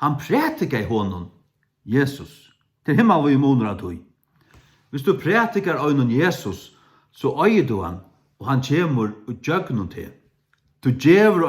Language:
Faroese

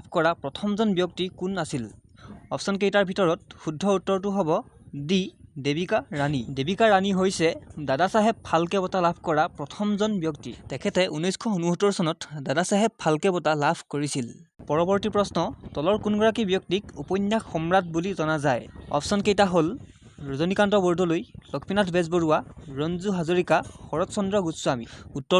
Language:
Assamese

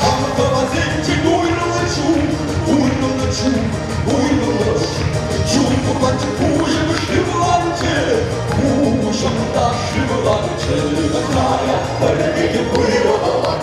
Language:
Chuvash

